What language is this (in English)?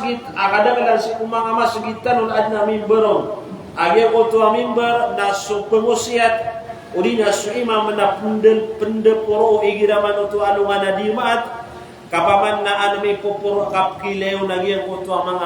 Maranao